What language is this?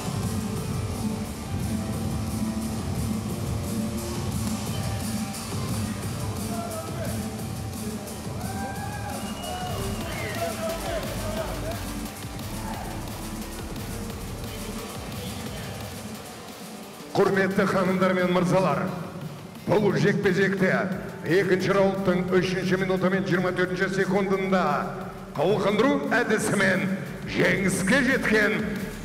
Kazakh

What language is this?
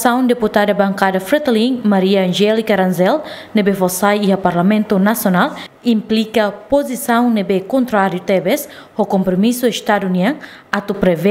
Tetum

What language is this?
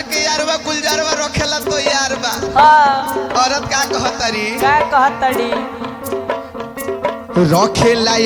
Bhojpuri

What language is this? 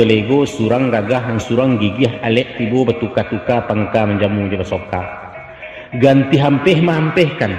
Minangkabau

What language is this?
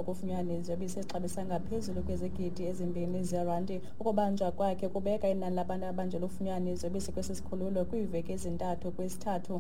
Xhosa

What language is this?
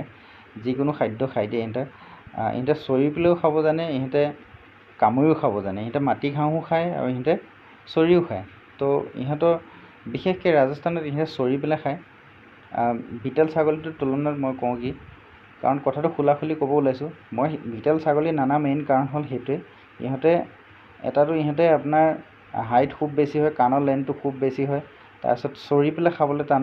Assamese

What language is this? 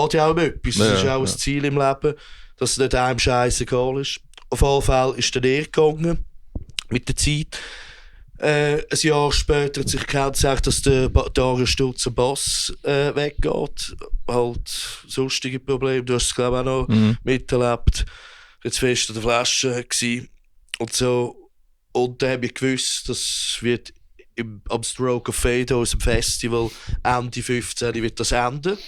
Swiss German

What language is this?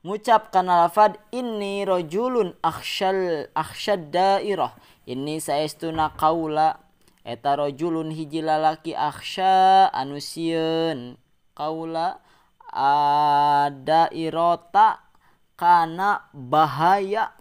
Sundanese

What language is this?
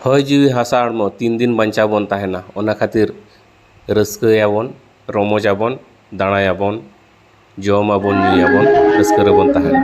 Santali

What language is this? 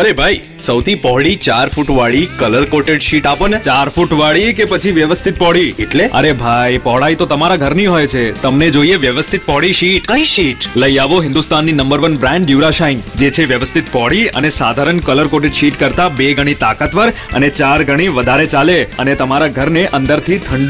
Gujarati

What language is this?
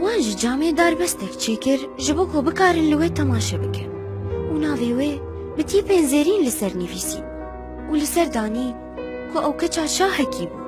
Kurdish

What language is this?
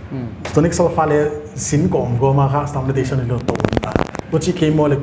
Paite Chin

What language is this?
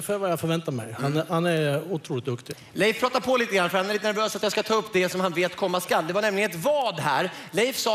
Swedish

